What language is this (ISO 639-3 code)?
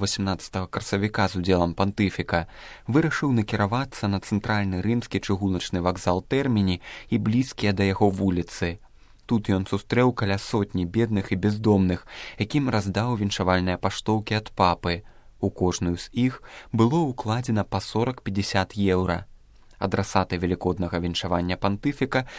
bel